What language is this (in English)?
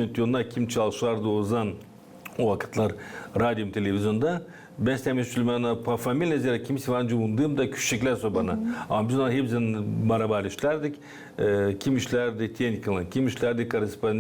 Gagauz